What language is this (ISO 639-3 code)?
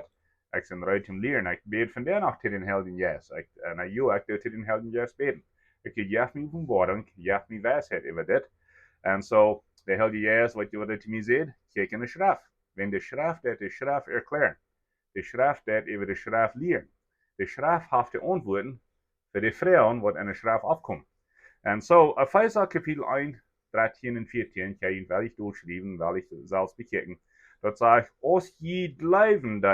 pdt